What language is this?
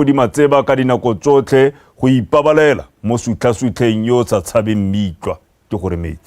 Tswana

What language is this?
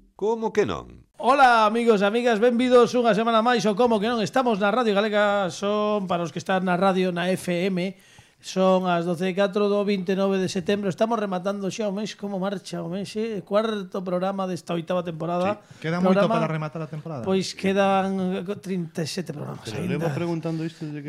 Galician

